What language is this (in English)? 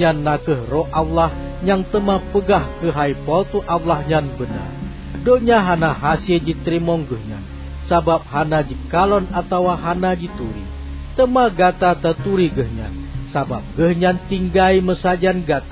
Achinese